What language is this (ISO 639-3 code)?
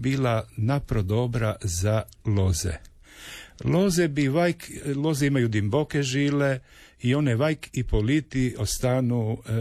hrv